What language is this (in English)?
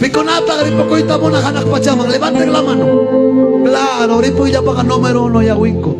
Ayacucho Quechua